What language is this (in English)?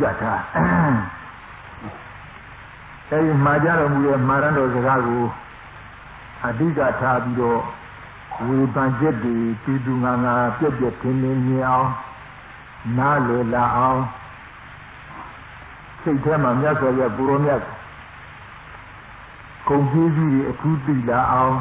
Burmese